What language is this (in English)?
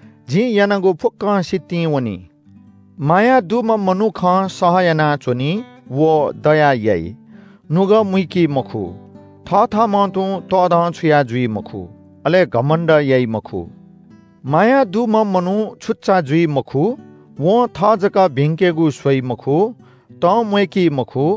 Newari